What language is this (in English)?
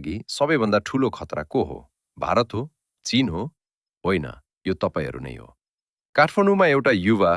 Nepali